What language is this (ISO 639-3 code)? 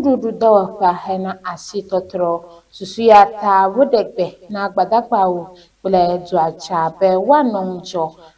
ewe